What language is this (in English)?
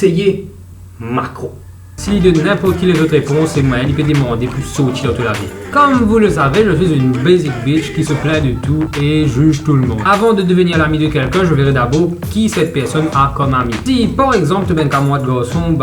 Morisyen